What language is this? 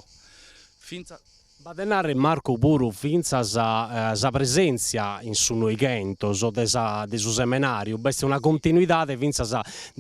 Sardinian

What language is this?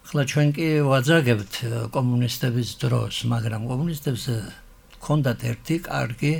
Georgian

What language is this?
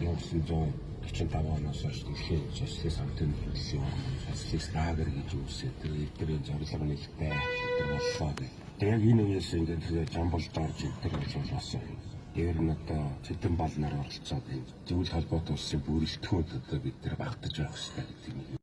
Mongolian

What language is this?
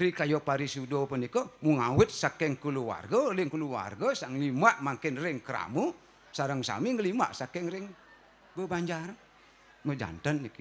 Balinese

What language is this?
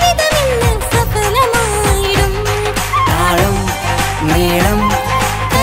Malayalam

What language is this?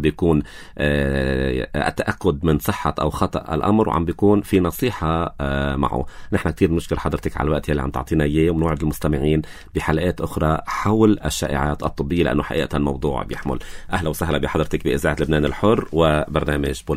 North Levantine Arabic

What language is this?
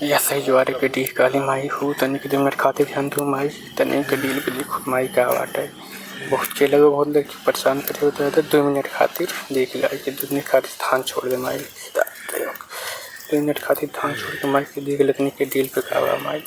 Awadhi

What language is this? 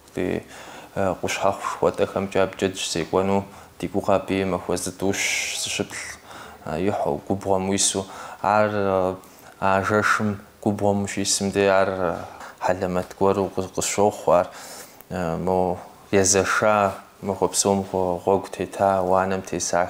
Kabardian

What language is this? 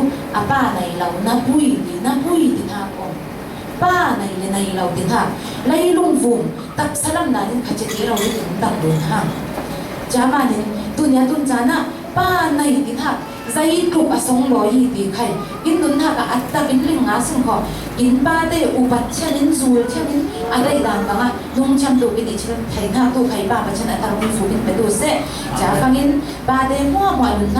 Falam Chin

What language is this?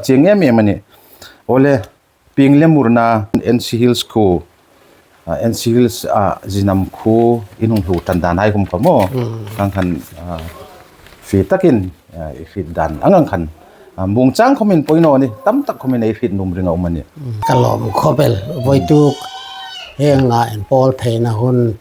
Hmar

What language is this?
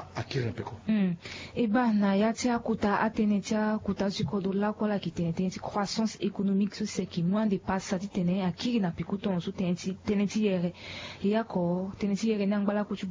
Sango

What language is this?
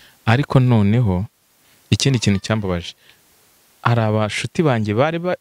Kinyarwanda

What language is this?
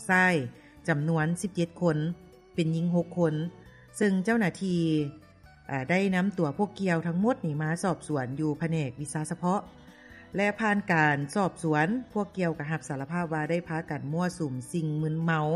Lao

